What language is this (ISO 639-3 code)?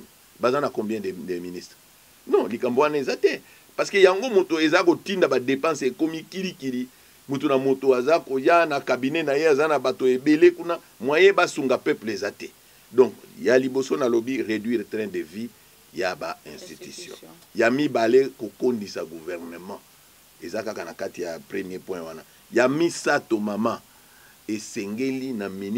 lin